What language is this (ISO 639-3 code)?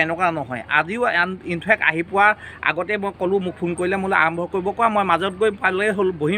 asm